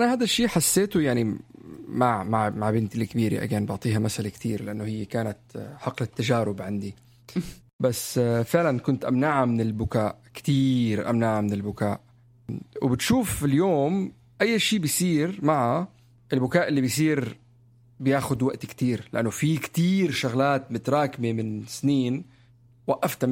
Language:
North Levantine Arabic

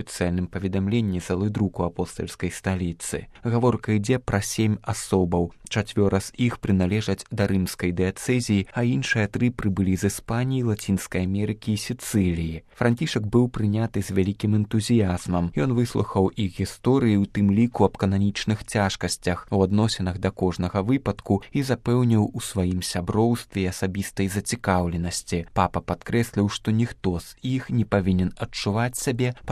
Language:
Belarusian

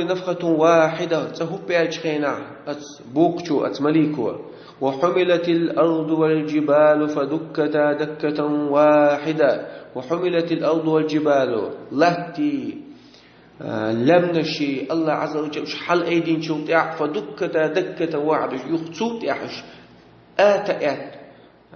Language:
Chechen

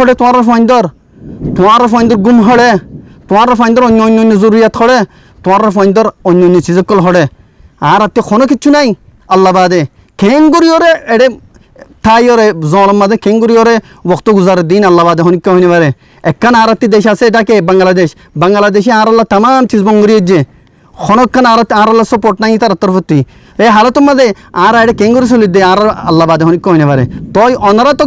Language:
Rohingya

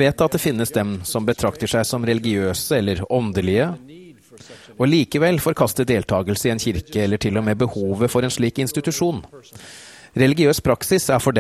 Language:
Norwegian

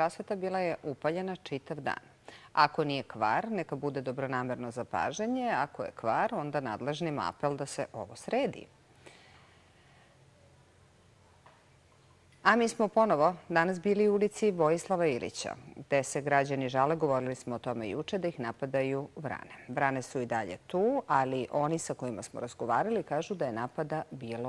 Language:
Serbian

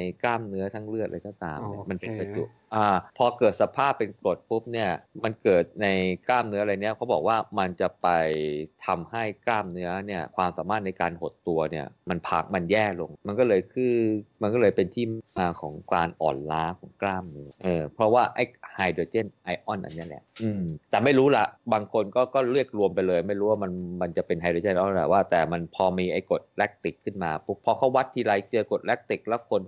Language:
Thai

